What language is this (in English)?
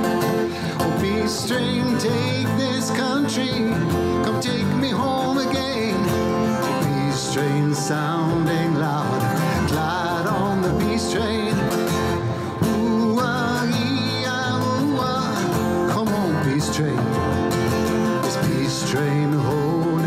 English